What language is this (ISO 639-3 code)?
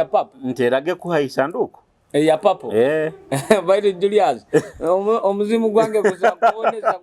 nyo